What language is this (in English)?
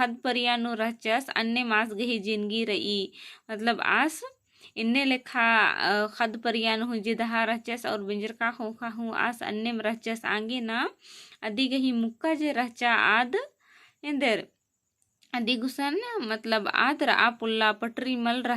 Kurukh